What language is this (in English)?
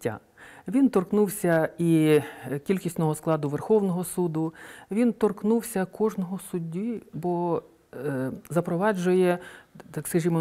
Ukrainian